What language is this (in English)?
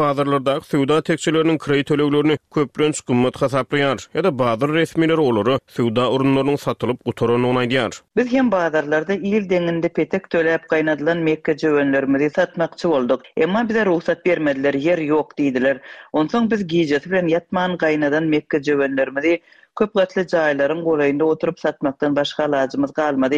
Turkmen